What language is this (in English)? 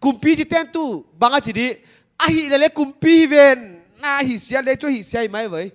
Paite Chin